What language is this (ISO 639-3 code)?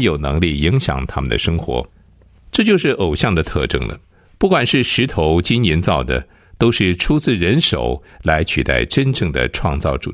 zho